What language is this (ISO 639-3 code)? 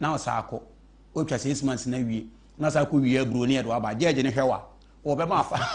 aka